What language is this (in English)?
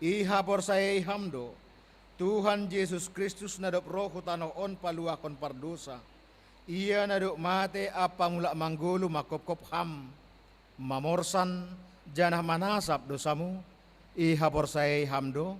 Batak Simalungun